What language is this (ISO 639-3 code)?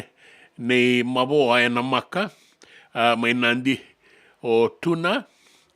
fij